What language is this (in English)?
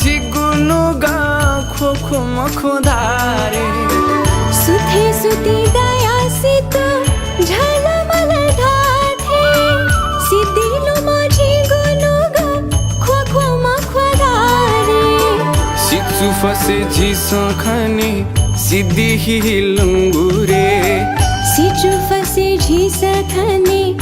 Newari